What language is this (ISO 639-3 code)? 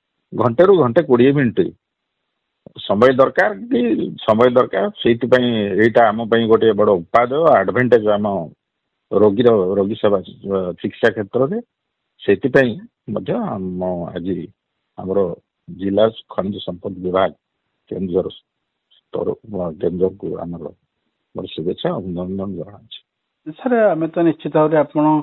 ori